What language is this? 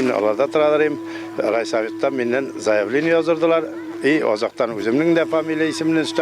Bashkir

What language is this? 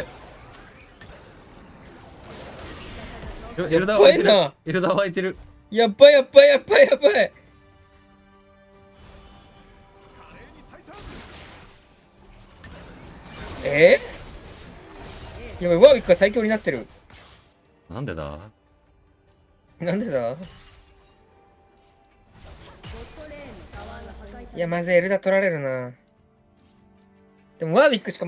Japanese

